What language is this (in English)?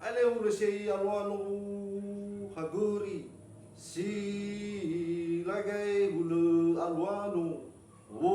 Nias